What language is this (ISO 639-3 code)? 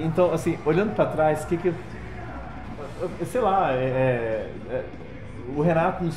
por